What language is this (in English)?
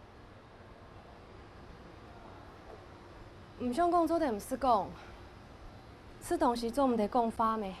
Hakka Chinese